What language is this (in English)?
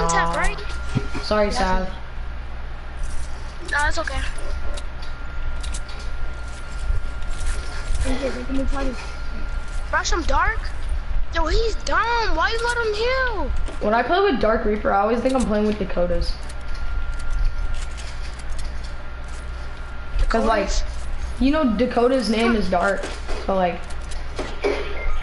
English